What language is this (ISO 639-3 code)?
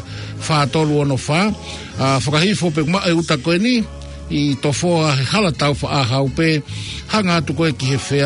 ton